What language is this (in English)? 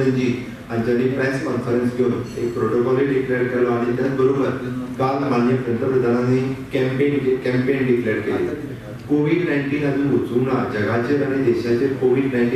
Konkani